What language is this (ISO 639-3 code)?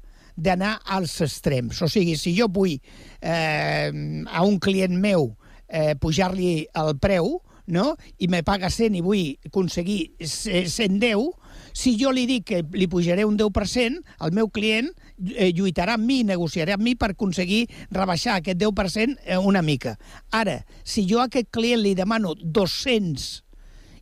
cat